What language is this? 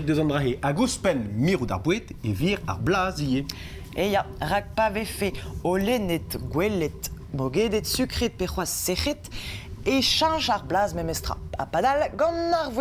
Breton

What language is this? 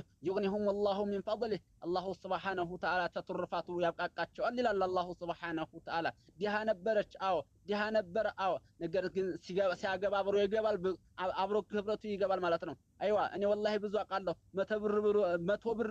Amharic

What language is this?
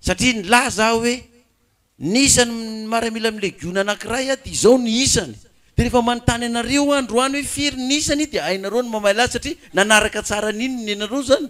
Malagasy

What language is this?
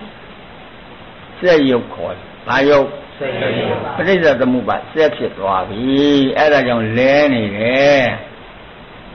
Burmese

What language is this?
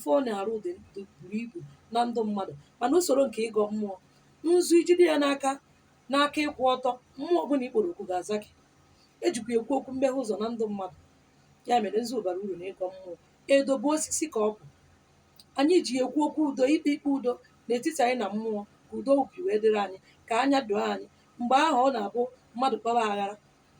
Igbo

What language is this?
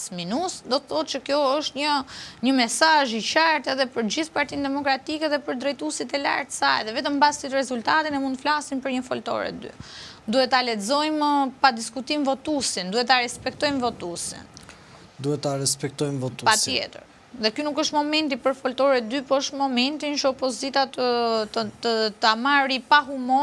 Albanian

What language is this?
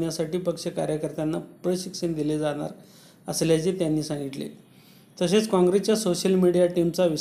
Marathi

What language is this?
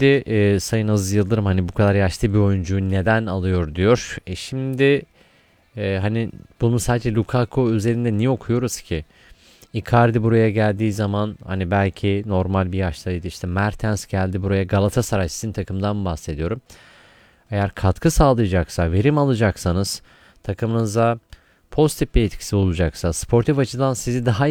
Turkish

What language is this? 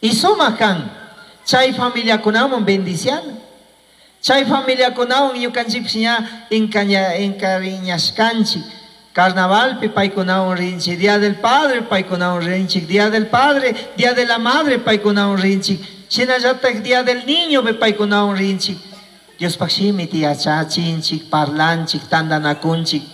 Chimborazo Highland Quichua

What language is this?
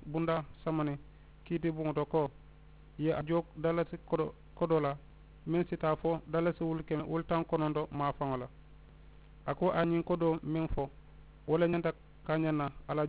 Mandingo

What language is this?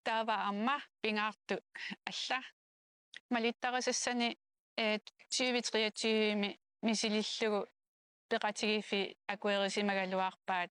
Kalaallisut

